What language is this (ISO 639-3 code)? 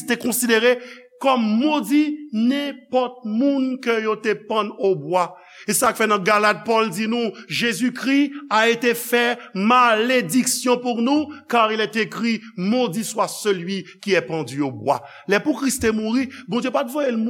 hat